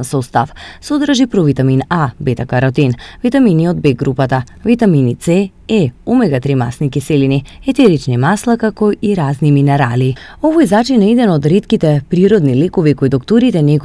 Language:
Macedonian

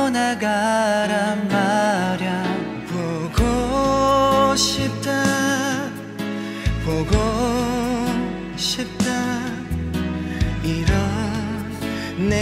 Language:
Korean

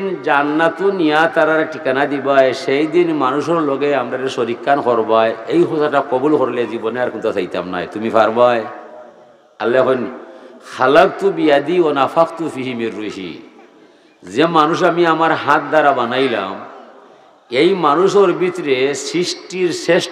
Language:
Sylheti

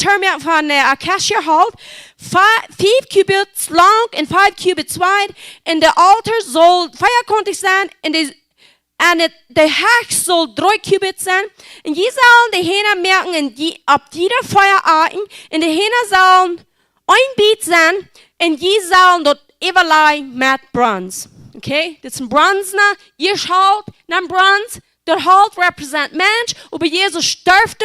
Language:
Plautdietsch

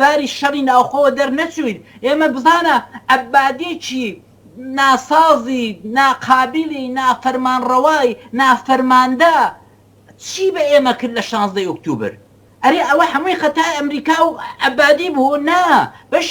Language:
Central Kurdish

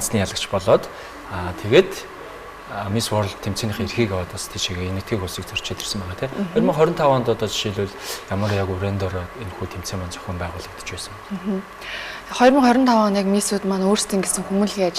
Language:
Mongolian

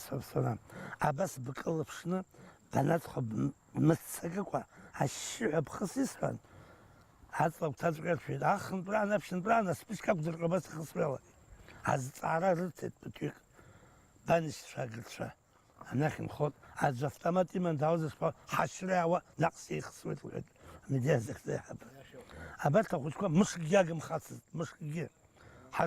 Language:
Abkhazian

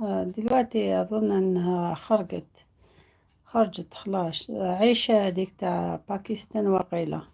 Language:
Algerian Arabic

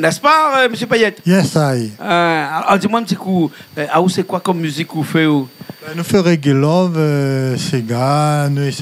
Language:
Réunion Creole French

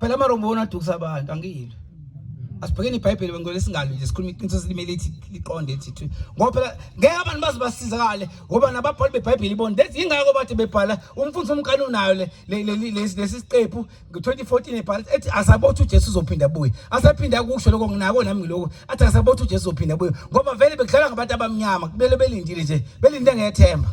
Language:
Zulu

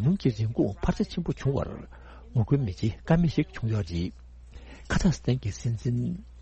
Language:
Tibetan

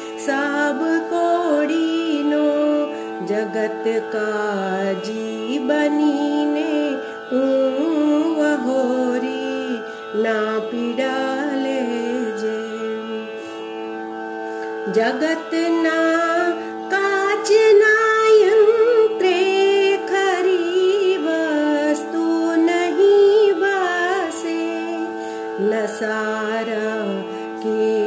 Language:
Gujarati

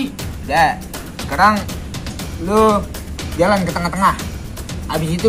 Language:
Betawi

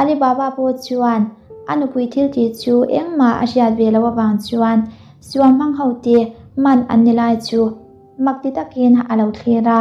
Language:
Mizo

